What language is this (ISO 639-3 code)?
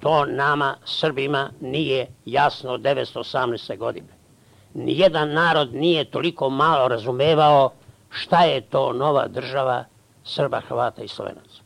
srp